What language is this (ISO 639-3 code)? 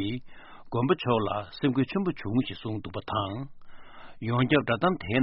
bod